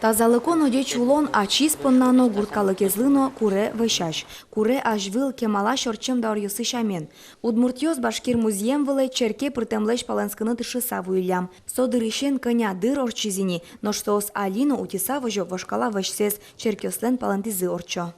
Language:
Udmurt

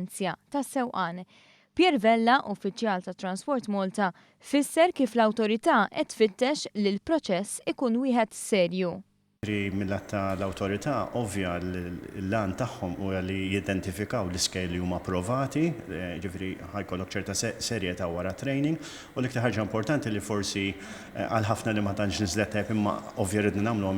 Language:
Maltese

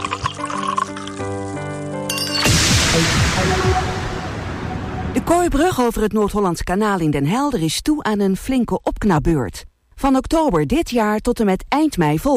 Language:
Dutch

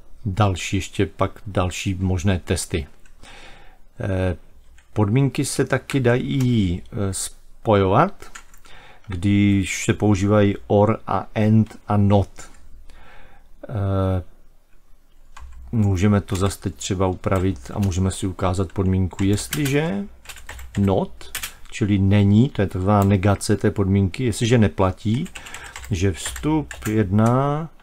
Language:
Czech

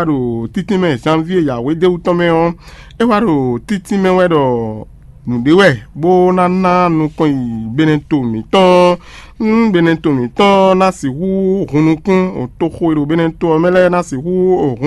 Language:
Fon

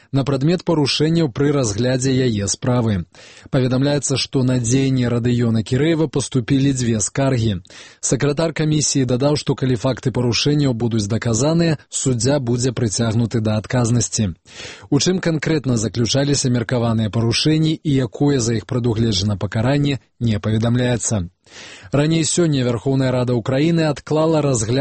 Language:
Belarusian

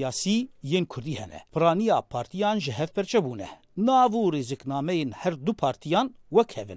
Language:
Kurdish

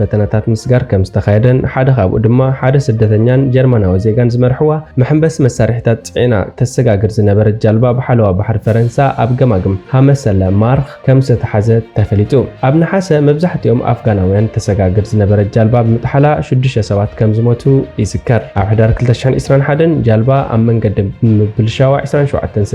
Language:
Tigrinya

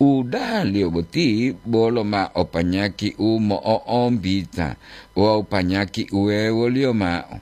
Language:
Gorontalo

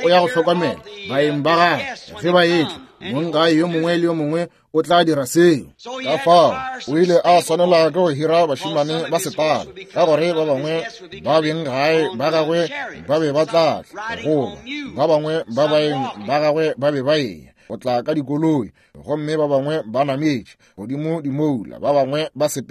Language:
Northern Sotho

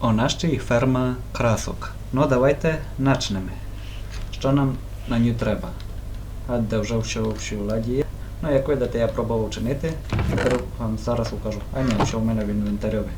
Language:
Rusyn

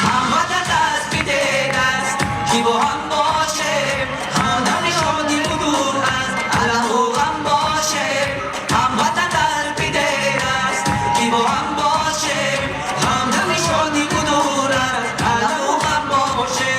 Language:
Tajik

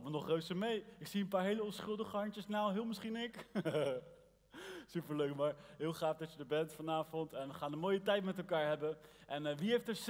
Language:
Dutch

